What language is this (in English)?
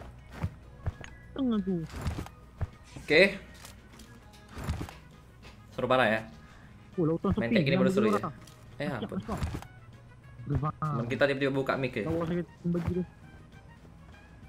Indonesian